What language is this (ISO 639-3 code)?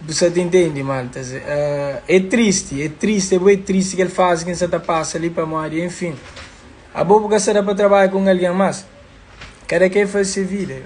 kea